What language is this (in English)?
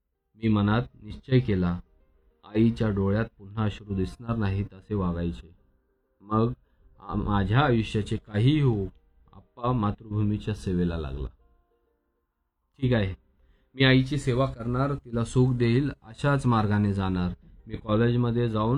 Marathi